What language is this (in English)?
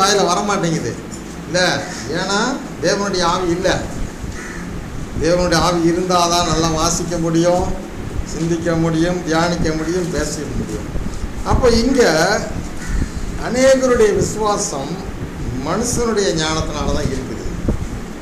Tamil